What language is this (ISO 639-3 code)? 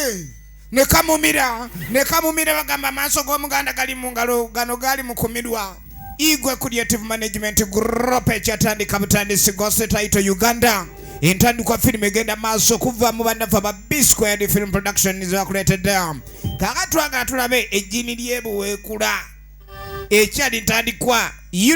lug